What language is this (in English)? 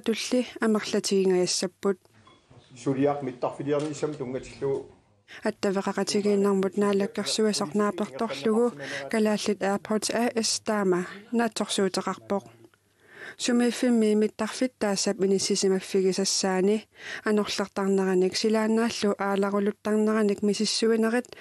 Kalaallisut